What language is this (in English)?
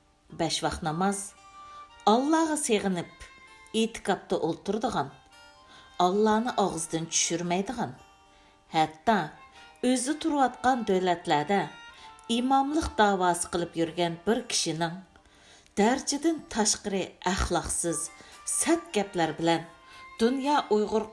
Uyghur